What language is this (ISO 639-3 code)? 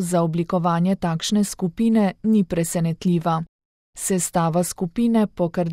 slv